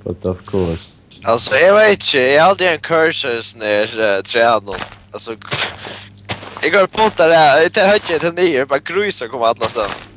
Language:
Faroese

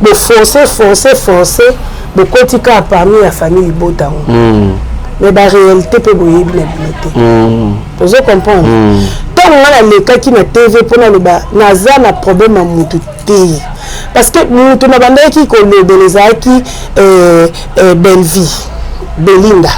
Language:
Lingala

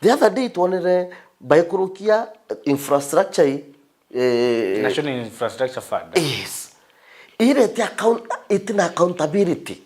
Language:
Meru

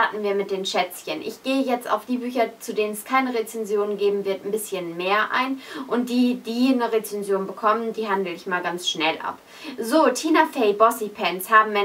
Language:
German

